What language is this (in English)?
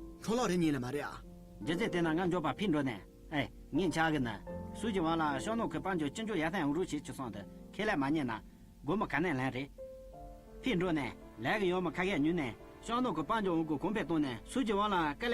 Tibetan